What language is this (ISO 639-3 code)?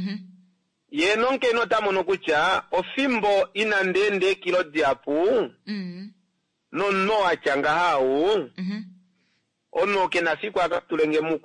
kua